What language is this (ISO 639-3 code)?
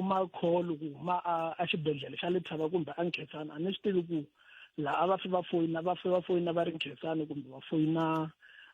tso